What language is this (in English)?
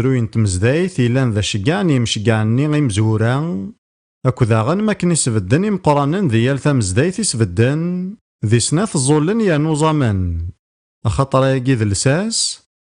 Kabyle